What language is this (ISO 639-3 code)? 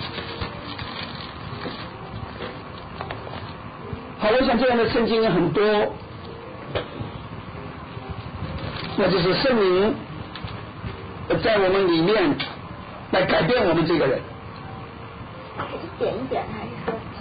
zho